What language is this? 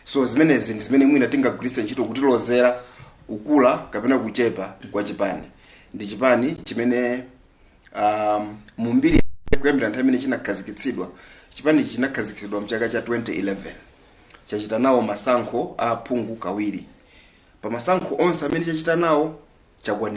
Nyanja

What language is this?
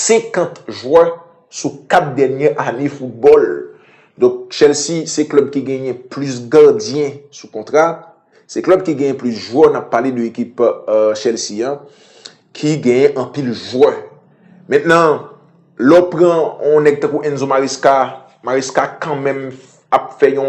Haitian Creole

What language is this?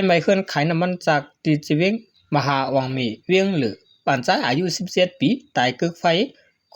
Shan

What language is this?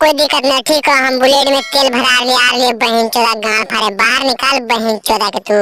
Magahi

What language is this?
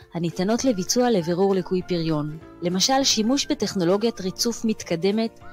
Hebrew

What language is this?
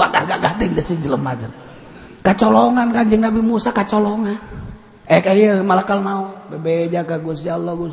Sundanese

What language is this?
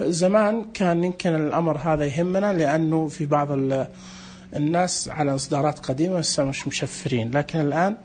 Najdi Arabic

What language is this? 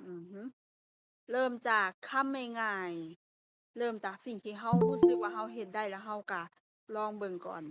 Lao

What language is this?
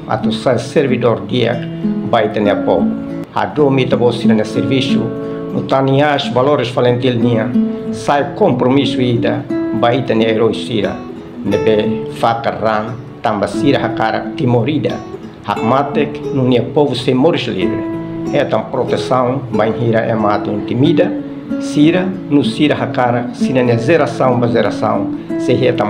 Tetum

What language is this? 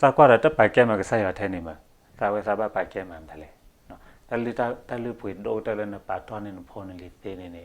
S'gaw Karen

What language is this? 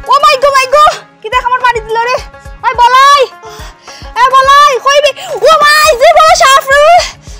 Sylheti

